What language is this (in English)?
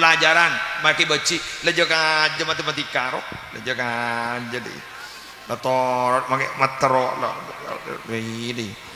Madurese